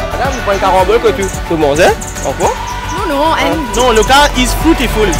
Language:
Morisyen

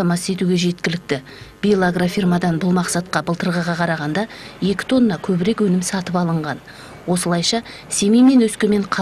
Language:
Kazakh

